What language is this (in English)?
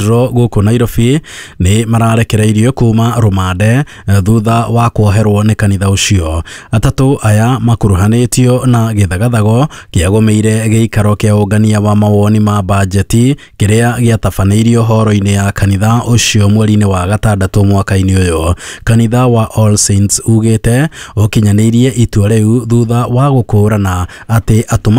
Kikuyu